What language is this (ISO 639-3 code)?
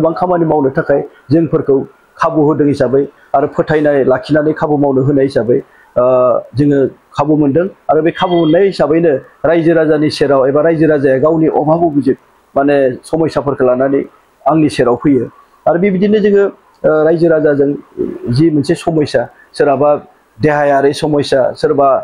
brx